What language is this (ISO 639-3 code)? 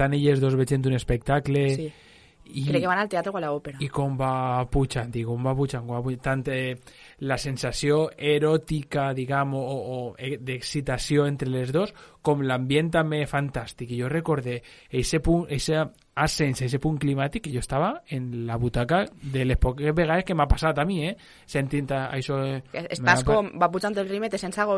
cat